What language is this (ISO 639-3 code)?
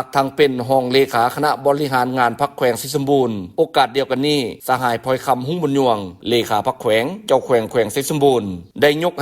lao